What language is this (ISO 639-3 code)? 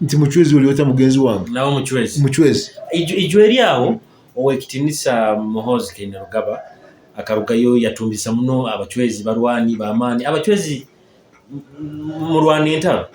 nyo